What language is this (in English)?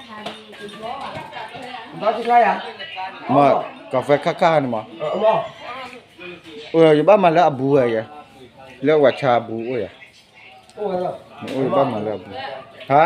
S'gaw Karen